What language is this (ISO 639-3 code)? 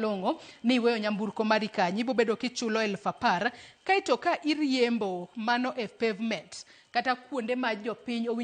luo